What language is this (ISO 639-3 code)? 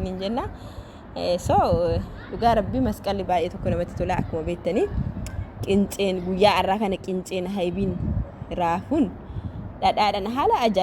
orm